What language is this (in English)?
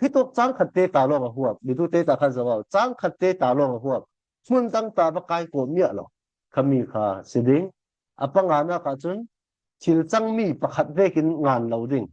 Falam Chin